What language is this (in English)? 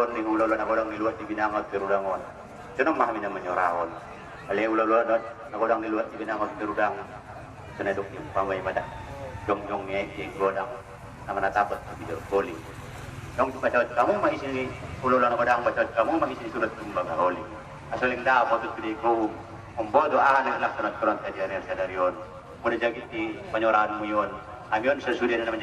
Batak Angkola